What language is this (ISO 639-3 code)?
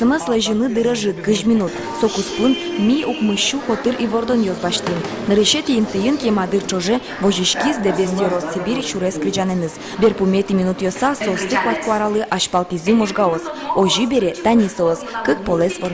udm